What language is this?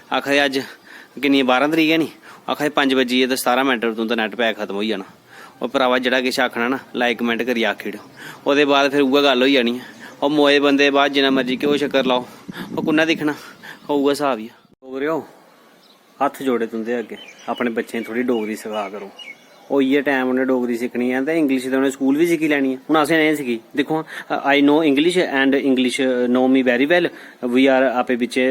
Dogri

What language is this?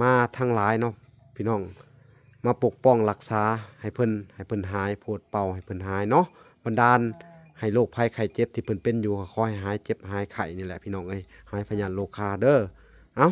Lao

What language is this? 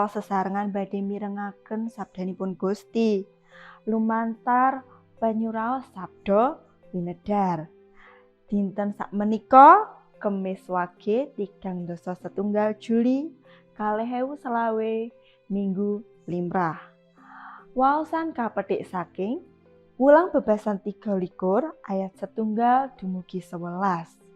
Javanese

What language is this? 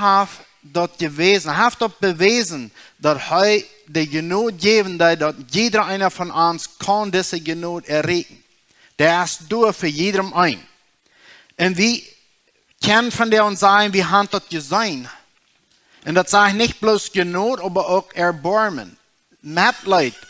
Plautdietsch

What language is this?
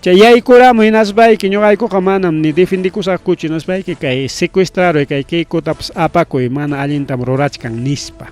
Ayacucho Quechua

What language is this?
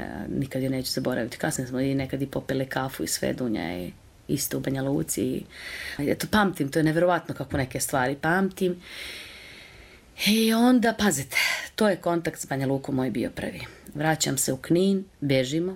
Serbian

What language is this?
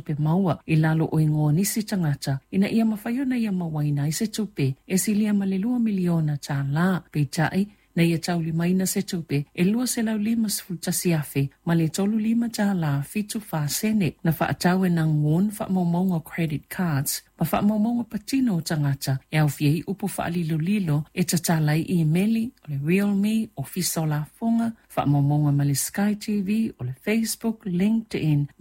Samoan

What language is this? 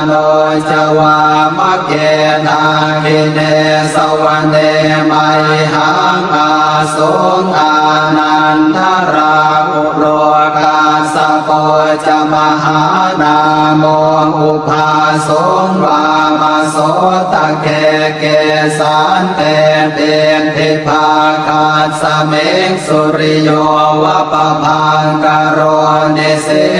Pali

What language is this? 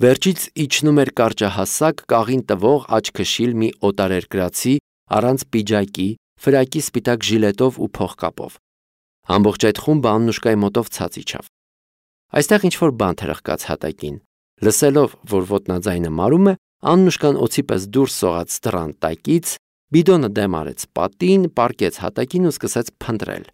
Armenian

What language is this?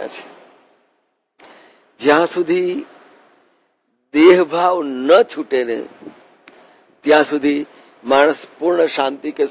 Gujarati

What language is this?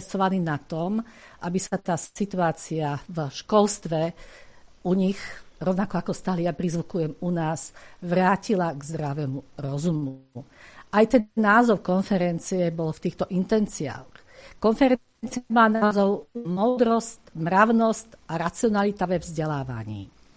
Slovak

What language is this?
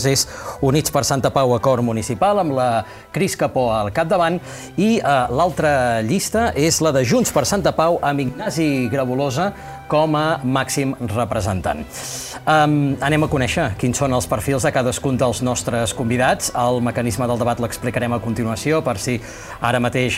Catalan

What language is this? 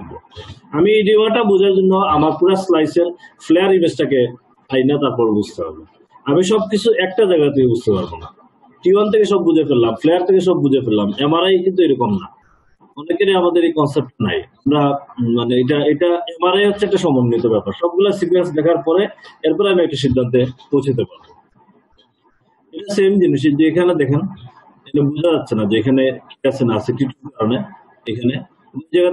Bangla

